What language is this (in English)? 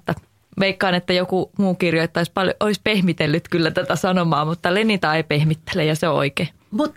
Finnish